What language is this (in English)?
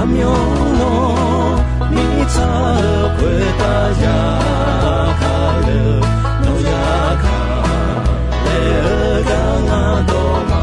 Akha